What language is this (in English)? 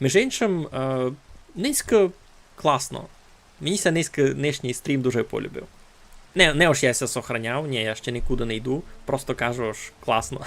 Rusyn